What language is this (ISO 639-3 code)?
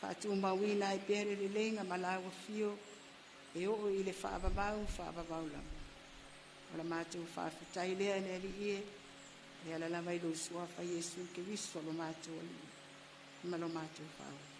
smo